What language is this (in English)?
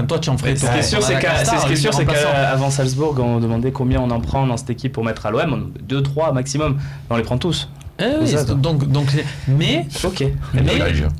French